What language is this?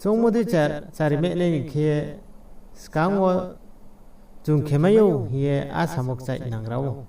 Riang (India)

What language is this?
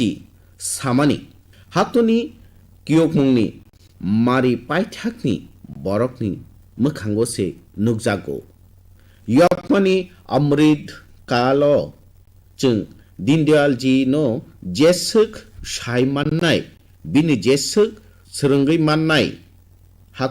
Kok Borok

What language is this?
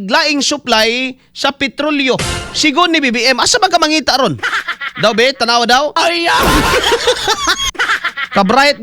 Cebuano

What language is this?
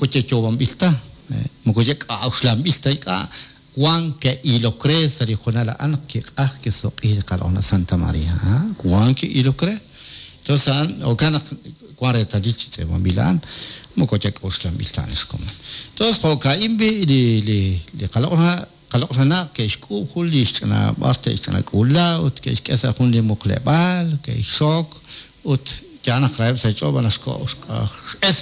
Kekchí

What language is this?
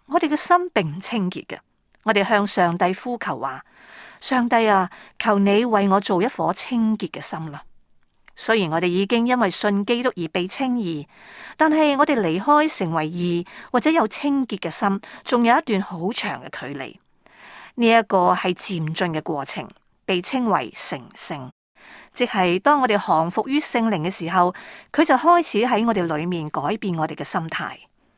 Cantonese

